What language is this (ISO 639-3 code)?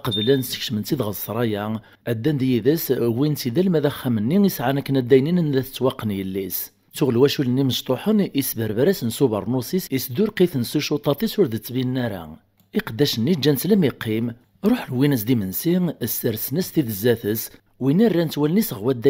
kab